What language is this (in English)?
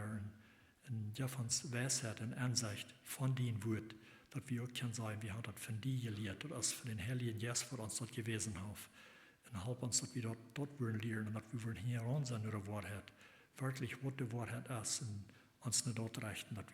Plautdietsch